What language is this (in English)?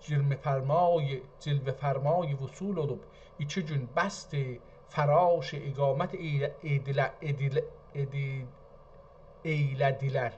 South Azerbaijani